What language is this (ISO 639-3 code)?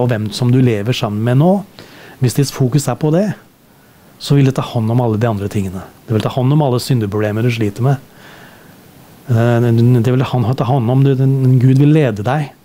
nor